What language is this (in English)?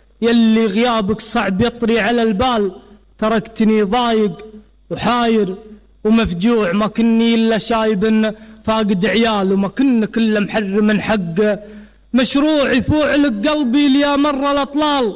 Gulf Arabic